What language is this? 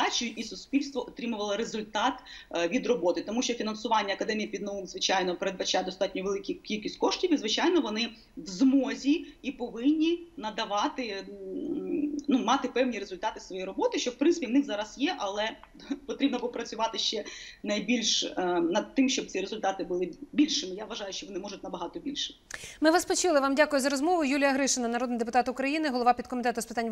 Ukrainian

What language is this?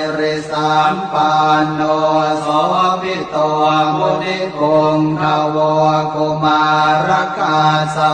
Pali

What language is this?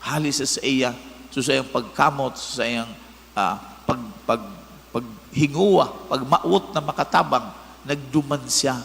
Bikol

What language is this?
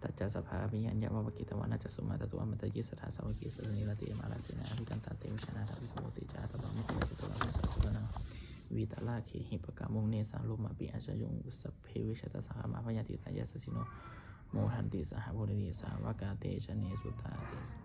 Pali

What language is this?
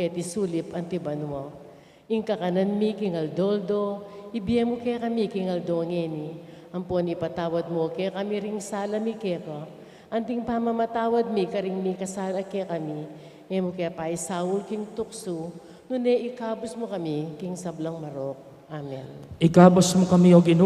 Pampanga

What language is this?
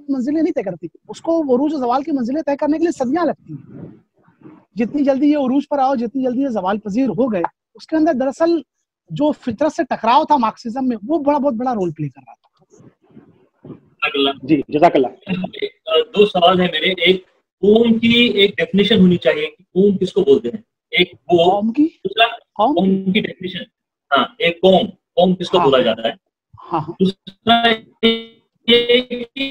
Urdu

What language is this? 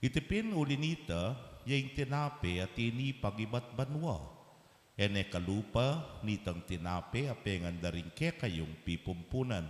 Pampanga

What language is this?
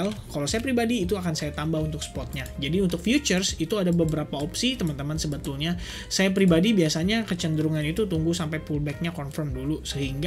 Indonesian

